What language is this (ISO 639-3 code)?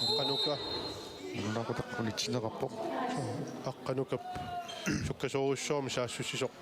kal